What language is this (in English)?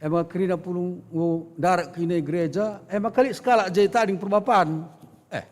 Batak Karo